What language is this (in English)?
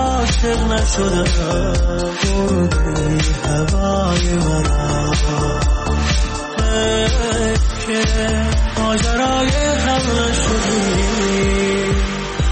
Persian